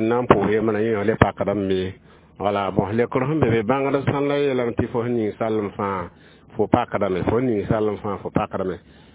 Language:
Mossi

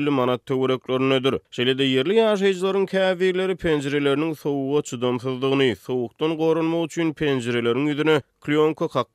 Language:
Turkmen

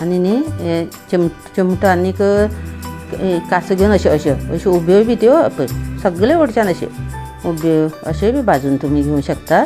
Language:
Konkani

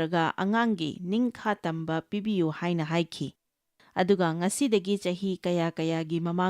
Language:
Manipuri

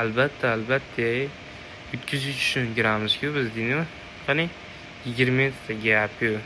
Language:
Uzbek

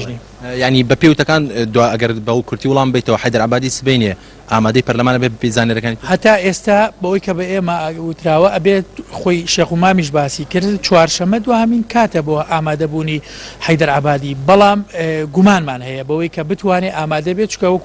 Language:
Central Kurdish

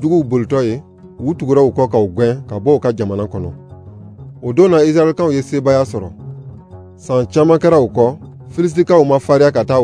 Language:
Bambara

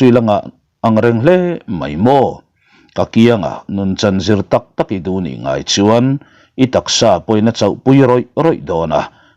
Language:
Mizo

